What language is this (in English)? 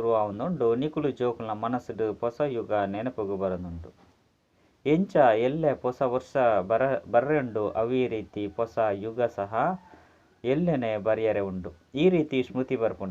Tulu